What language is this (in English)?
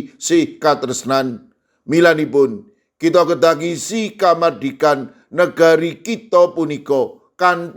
Javanese